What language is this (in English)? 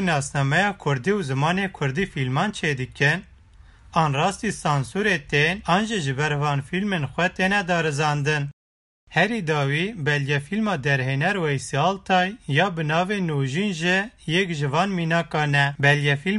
Kurdish